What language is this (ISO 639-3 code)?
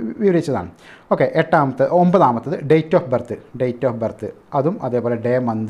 mal